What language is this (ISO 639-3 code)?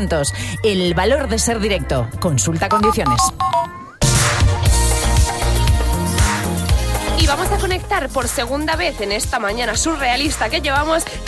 spa